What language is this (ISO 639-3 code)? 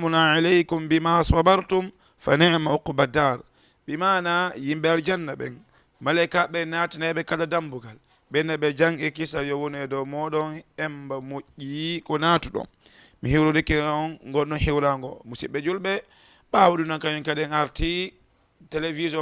ful